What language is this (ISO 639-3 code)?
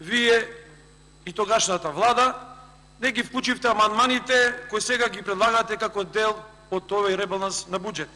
mkd